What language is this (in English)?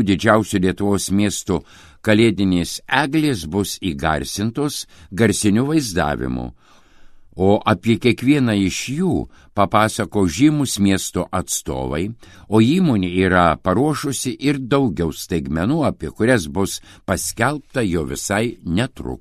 Lithuanian